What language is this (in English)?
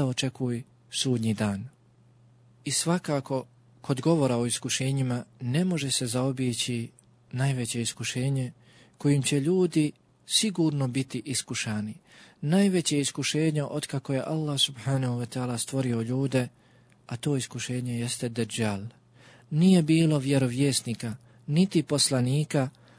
Bosnian